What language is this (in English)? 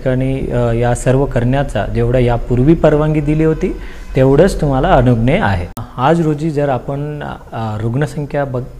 Marathi